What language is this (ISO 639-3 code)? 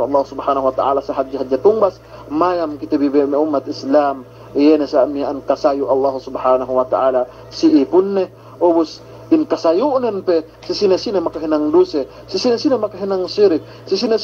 yka